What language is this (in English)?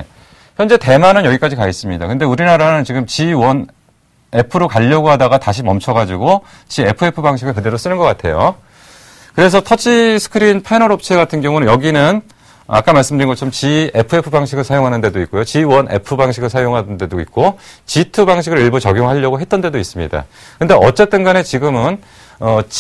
Korean